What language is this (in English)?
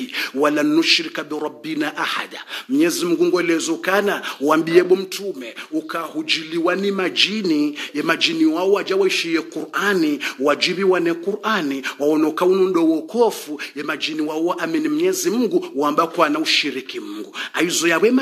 Swahili